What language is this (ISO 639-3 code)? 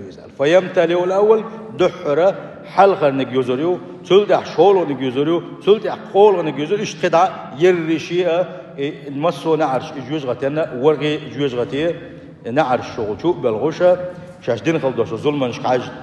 che